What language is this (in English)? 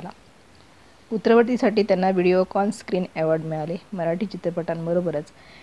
Marathi